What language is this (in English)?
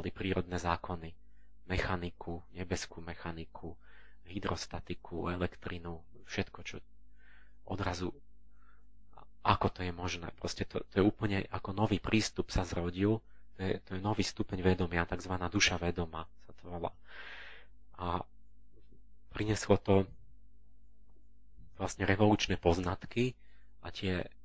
Slovak